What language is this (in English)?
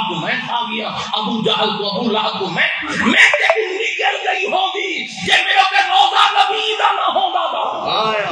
Saraiki